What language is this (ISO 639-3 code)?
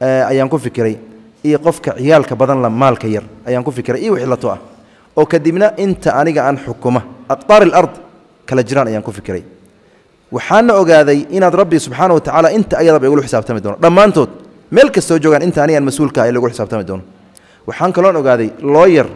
som